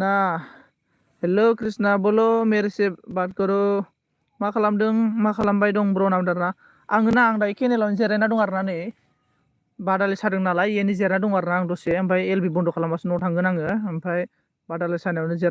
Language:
Bodo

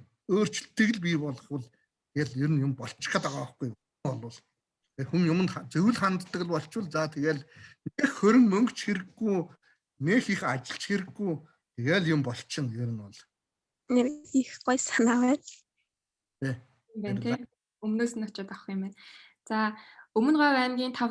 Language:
Mongolian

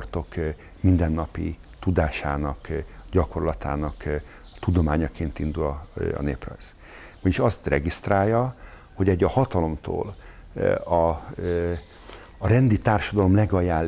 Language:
Hungarian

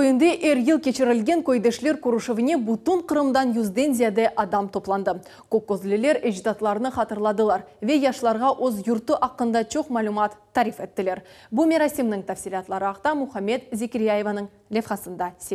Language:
Crimean Tatar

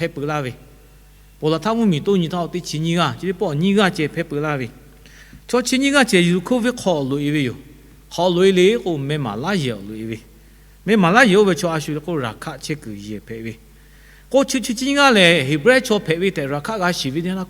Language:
Lahu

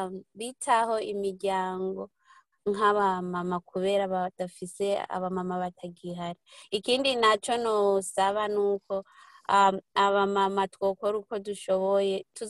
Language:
Rundi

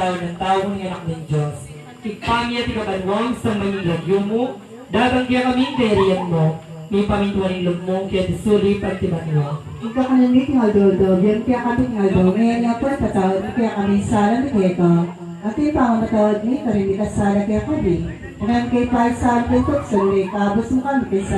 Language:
Pampanga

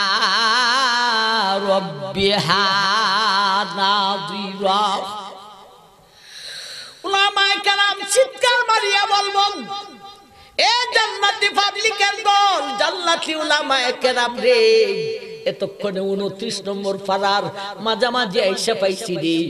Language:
Bangla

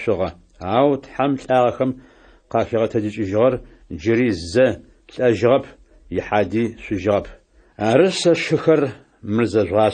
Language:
Adyghe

